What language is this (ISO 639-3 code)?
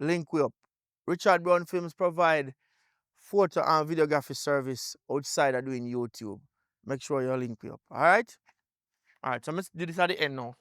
jam